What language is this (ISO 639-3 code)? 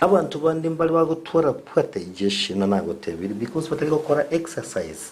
guz